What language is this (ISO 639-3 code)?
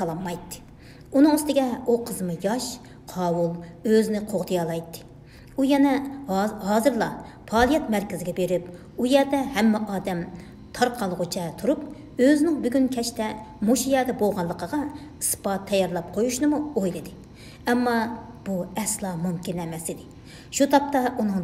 uig